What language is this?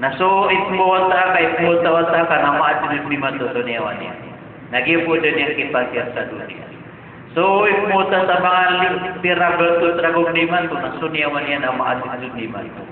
Maranao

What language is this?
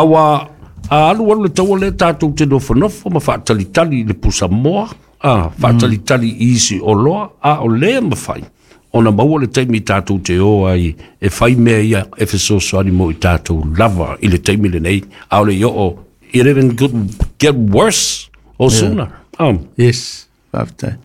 Samoan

